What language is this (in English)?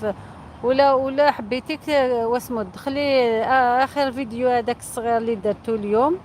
Algerian Arabic